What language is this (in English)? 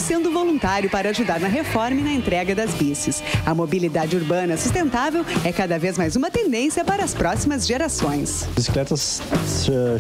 Portuguese